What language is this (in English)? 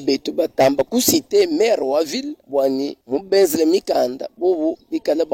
Luba-Lulua